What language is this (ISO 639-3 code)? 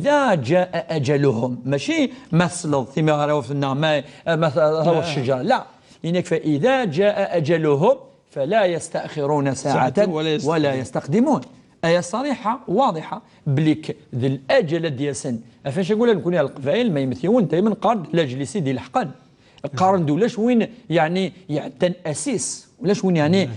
kab